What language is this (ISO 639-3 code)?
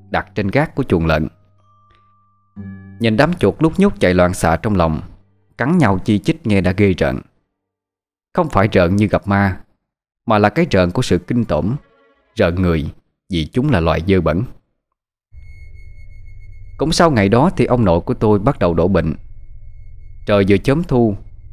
vie